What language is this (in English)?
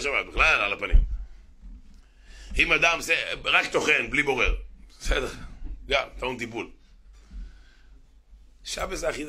Hebrew